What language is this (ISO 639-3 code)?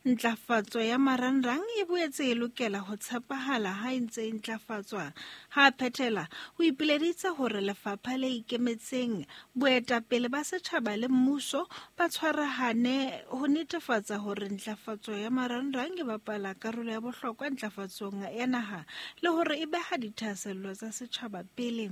sot